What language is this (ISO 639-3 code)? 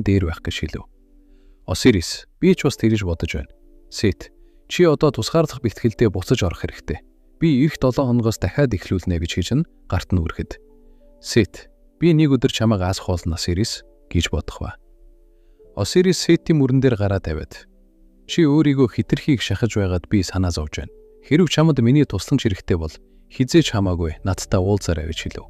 mon